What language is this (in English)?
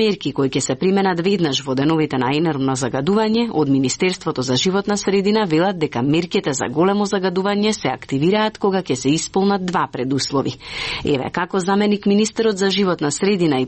Macedonian